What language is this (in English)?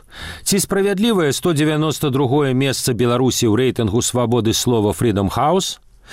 Belarusian